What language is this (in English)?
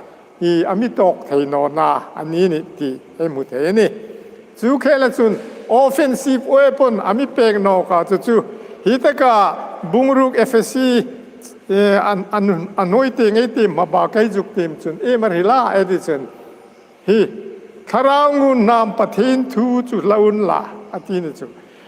Hmar